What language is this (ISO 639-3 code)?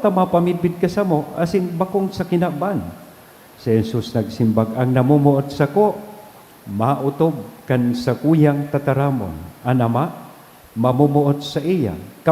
bik